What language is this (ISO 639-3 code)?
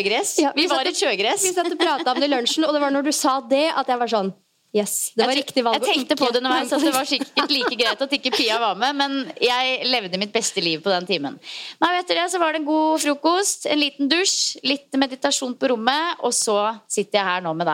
nor